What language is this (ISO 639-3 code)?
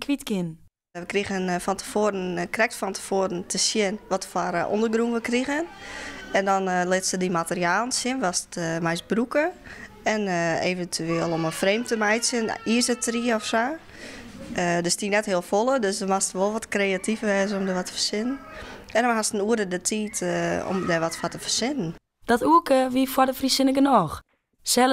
fry